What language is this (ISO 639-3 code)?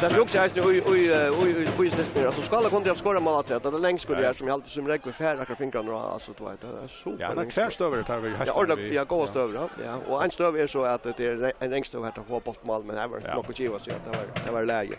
fao